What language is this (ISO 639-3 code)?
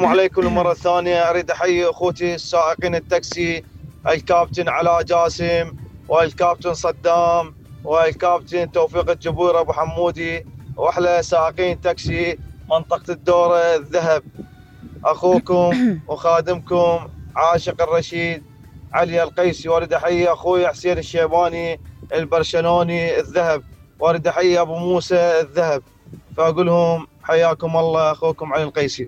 acm